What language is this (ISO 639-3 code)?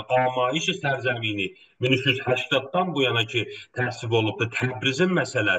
azb